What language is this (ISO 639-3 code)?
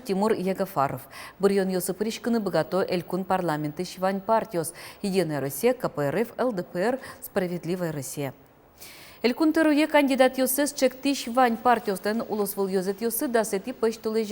udm